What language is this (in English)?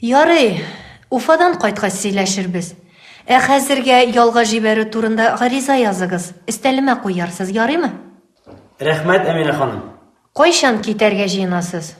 Tatar